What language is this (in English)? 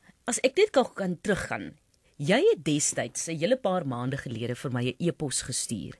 Afrikaans